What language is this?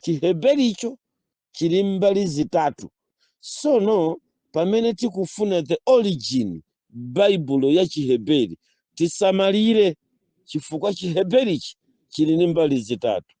Nyanja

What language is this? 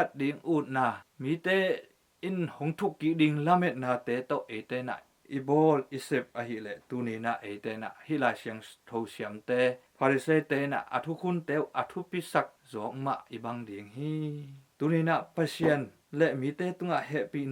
Tedim Chin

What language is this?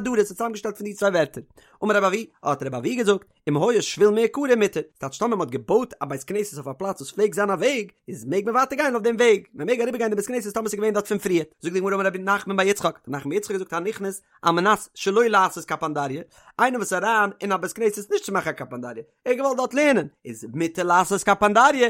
Yiddish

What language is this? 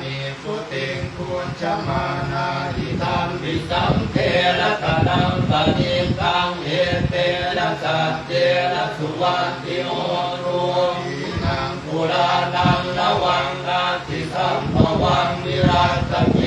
Pali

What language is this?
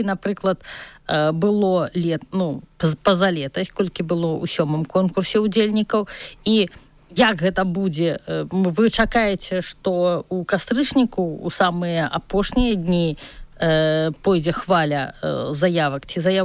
Belarusian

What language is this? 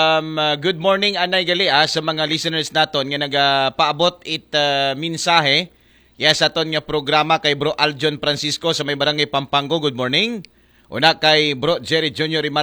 Aklanon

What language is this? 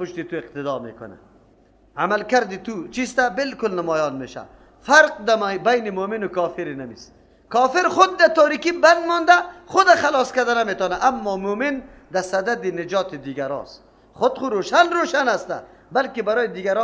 Persian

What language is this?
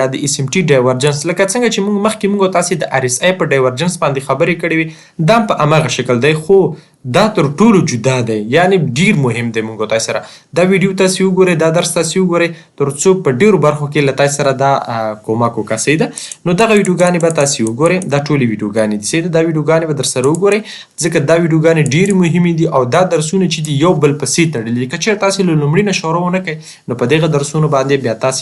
Pashto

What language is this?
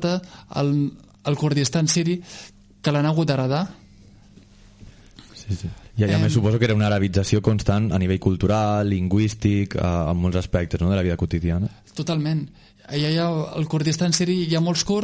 Catalan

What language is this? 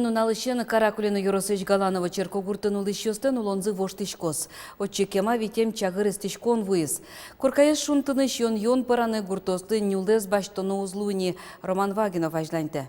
Udmurt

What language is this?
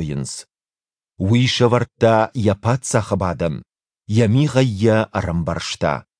Ossetic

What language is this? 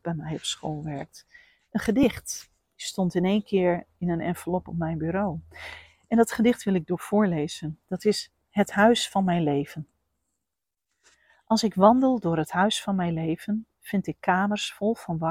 Dutch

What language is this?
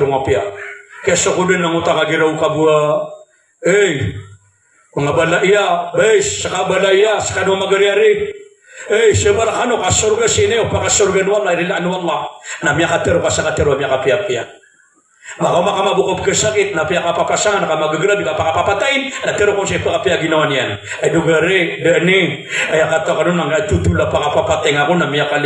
Maranao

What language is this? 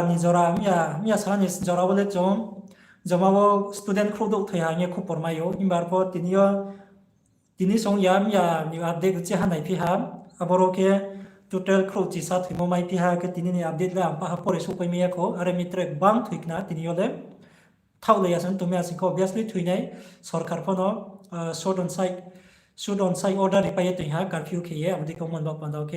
Riang (India)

